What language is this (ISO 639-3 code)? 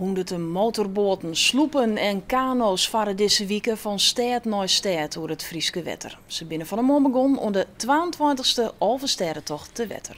fry